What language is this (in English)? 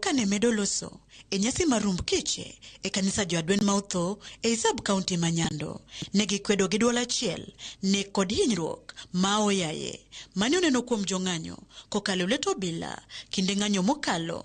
Luo (Kenya and Tanzania)